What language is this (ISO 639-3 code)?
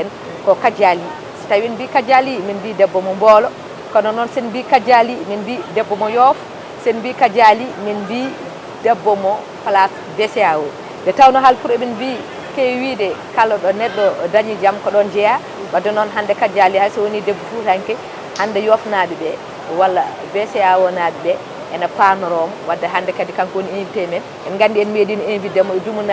ful